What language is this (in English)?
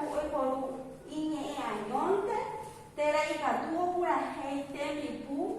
Guarani